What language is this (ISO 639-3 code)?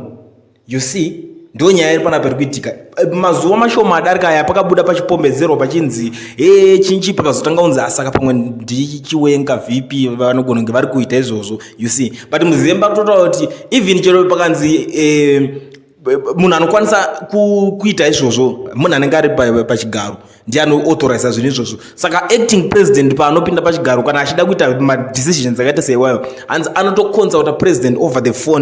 sna